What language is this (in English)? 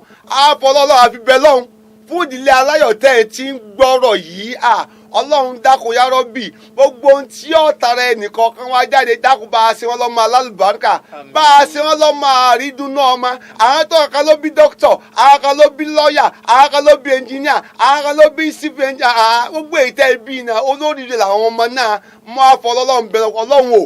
Yoruba